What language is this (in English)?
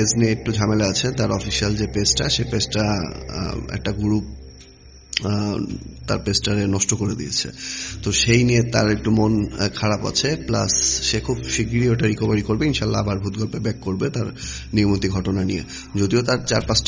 Bangla